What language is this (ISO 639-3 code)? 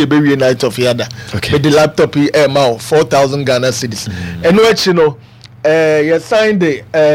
aka